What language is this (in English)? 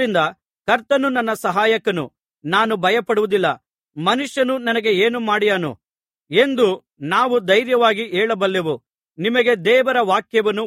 Kannada